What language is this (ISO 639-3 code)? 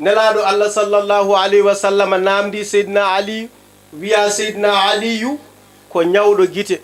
ful